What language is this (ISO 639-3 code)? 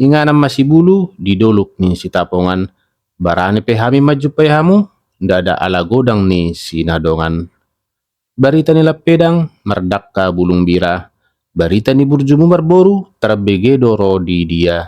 bbc